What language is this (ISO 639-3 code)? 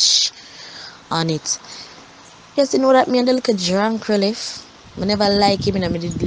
jam